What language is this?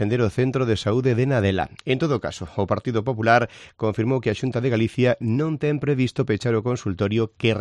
Galician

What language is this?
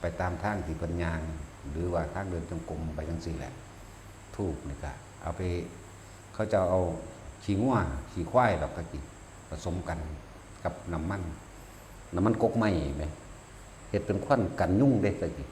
Northeastern Thai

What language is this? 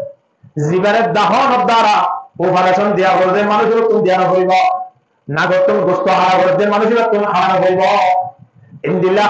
Rohingya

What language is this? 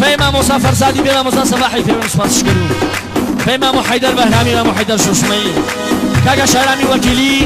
Gurani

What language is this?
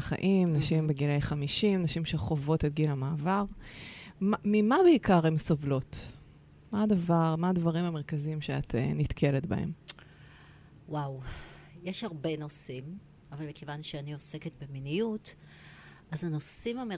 Hebrew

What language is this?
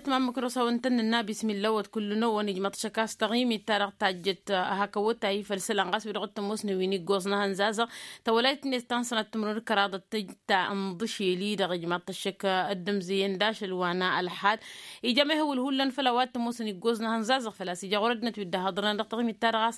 Tamasheq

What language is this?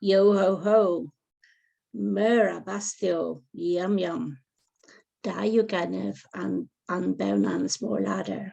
Cornish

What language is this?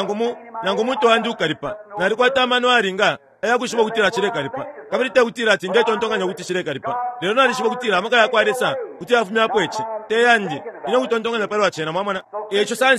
Bemba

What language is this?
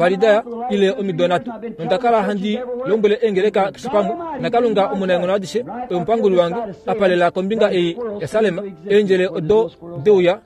Kuanyama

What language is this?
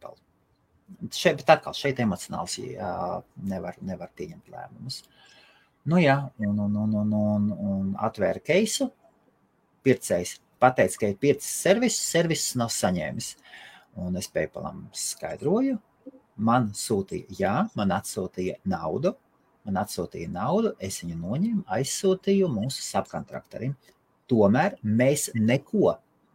Latvian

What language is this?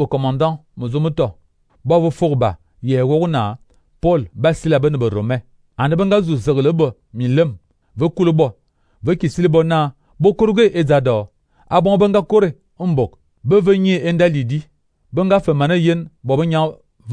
Fang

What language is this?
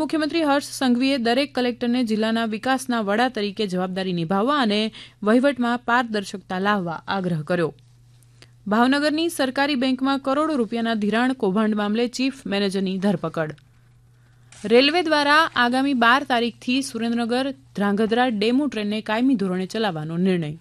Gujarati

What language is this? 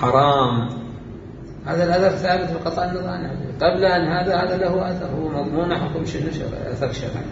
Mesopotamian Arabic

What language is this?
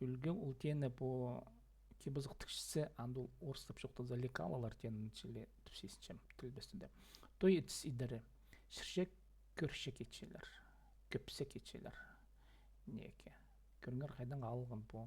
Khakas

